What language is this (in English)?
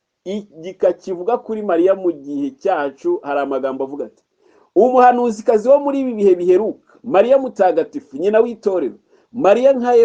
Kinyarwanda